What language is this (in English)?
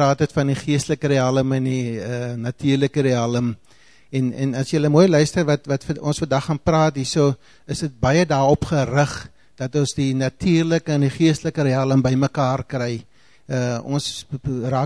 Afrikaans